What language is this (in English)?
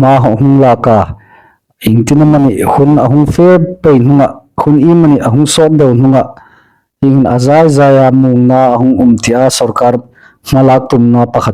Hmar